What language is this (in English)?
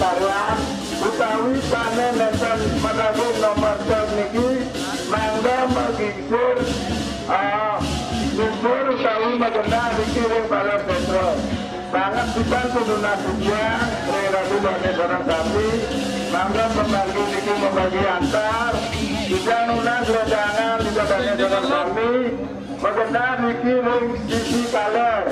Balinese